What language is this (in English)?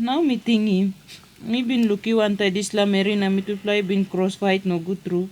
Tok Pisin